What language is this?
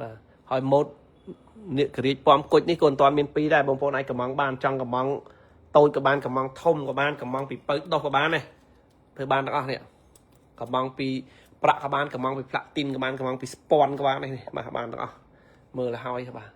Khmer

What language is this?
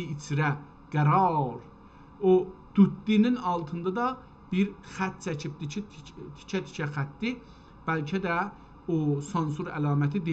South Azerbaijani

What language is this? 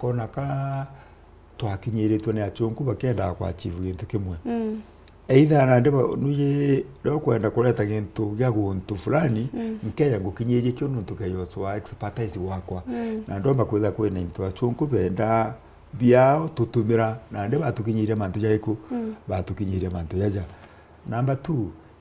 Meru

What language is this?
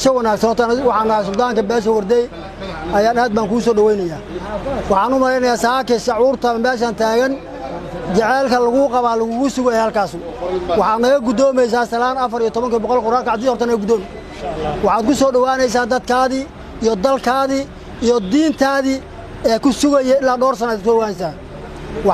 Somali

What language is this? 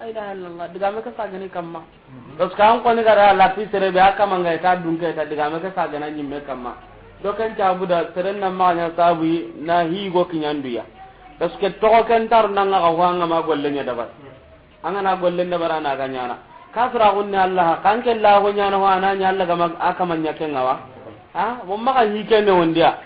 Soninke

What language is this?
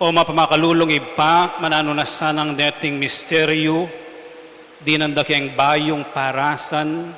Pampanga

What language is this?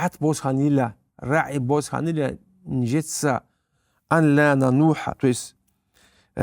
Avaric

